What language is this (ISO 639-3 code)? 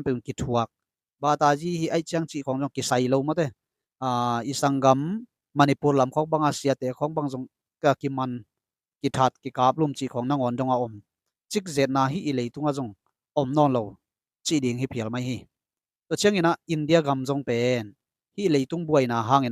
ctd